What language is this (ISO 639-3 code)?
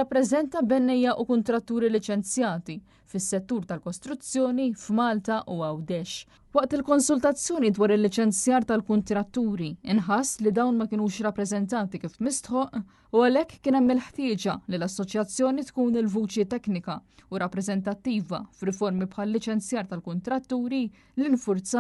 mlt